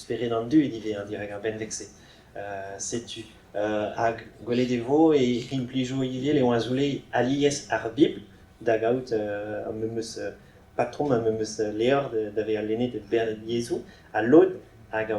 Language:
Breton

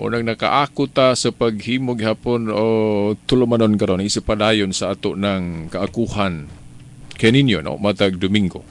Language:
Cebuano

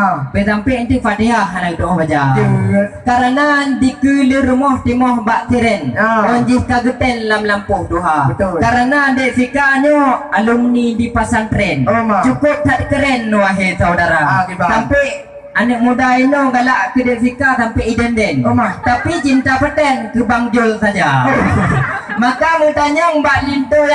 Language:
Achinese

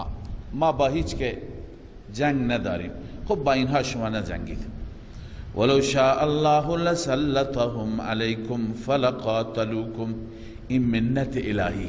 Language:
Persian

